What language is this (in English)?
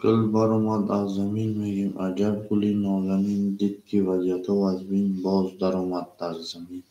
Tajik